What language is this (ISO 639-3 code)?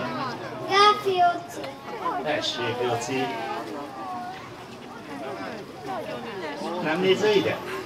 hun